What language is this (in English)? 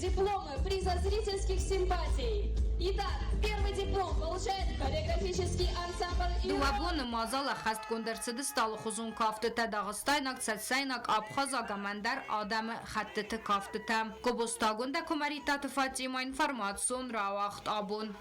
Ossetic